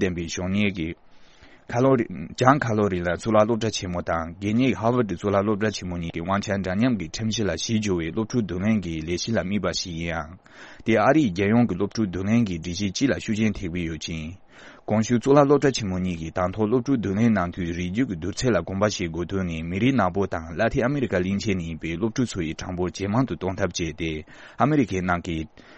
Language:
Tibetan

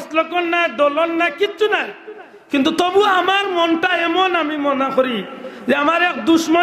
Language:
Sylheti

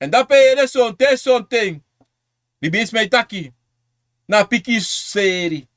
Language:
Sranan Tongo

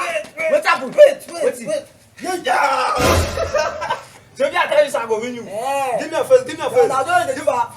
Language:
Nigerian Pidgin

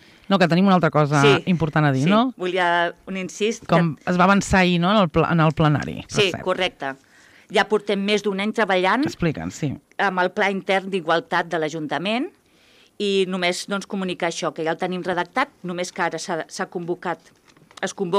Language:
Catalan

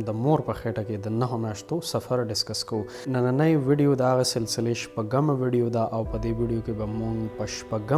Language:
Pashto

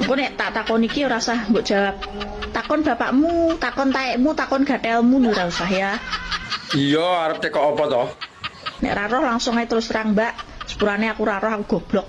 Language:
Javanese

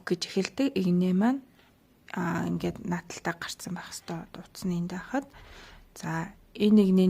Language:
Mongolian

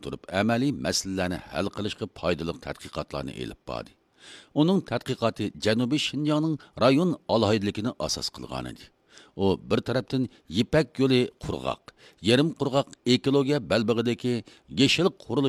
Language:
Uyghur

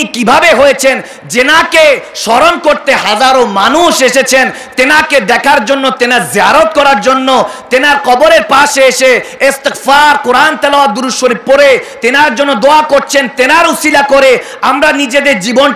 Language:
Bangla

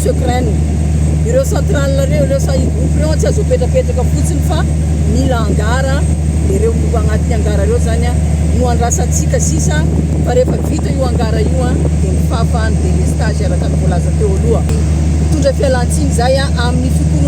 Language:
Malagasy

